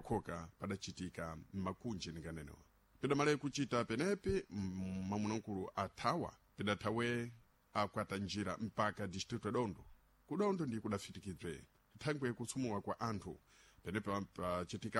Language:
Sena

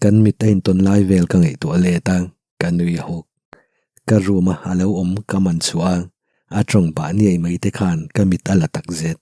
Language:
Mizo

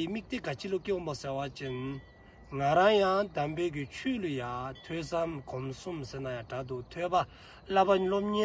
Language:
Dzongkha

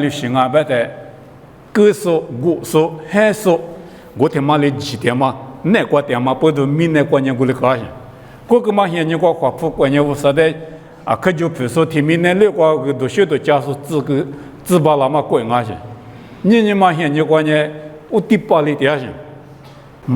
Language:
Lisu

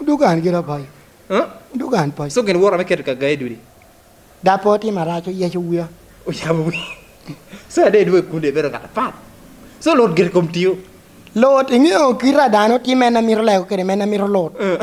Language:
Lango (Uganda)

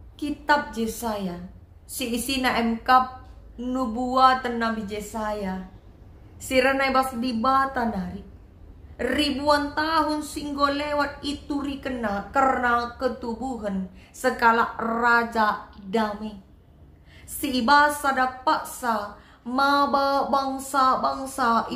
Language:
Batak Karo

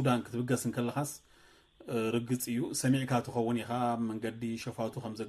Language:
Tigrinya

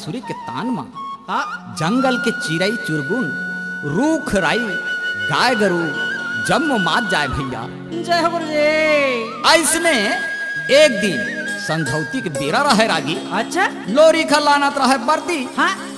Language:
Chhattisgarhi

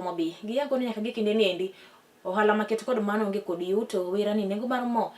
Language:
Luo (Kenya and Tanzania)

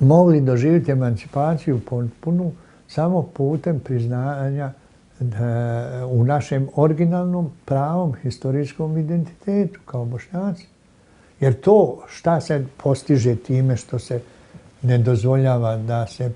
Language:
Bosnian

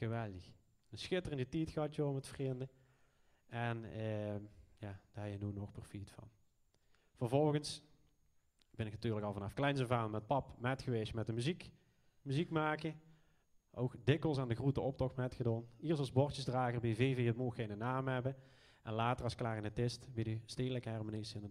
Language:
Limburgish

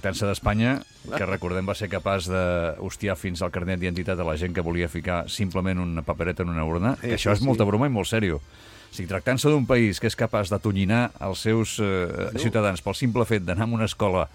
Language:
Catalan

